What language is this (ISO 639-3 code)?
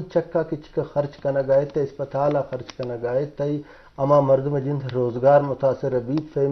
bgp